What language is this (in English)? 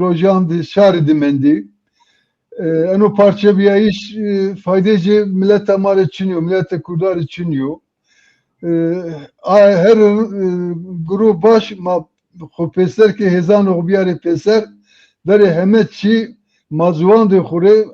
Zaza